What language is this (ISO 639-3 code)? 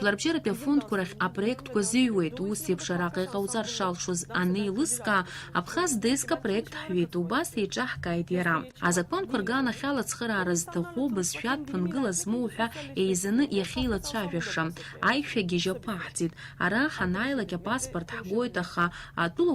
abk